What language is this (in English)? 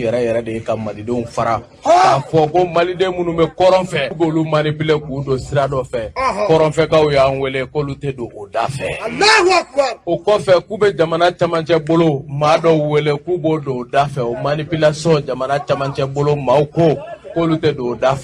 Bambara